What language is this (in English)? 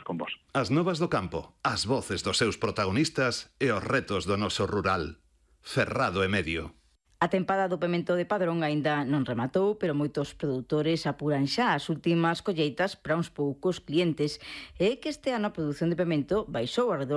Galician